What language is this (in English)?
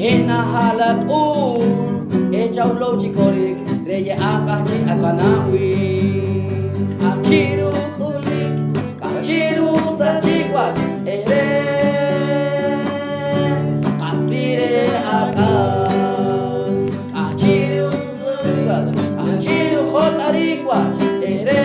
Poqomchi'